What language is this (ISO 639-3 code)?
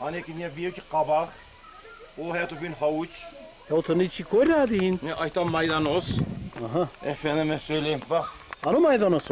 zza